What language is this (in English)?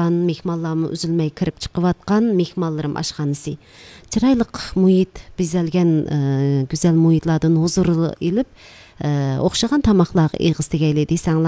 Uyghur